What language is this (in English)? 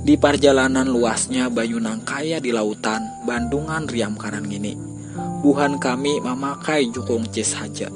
Banjar